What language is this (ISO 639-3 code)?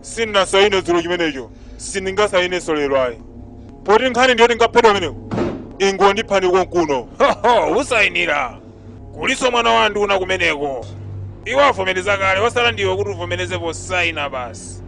nya